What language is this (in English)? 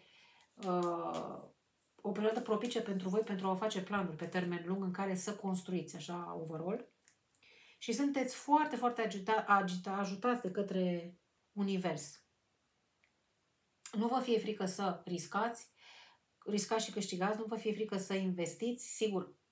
Romanian